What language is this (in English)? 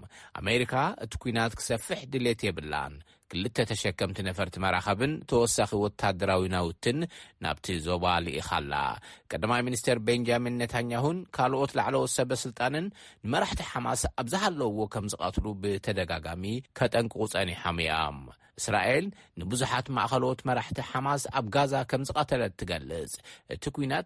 Tigrinya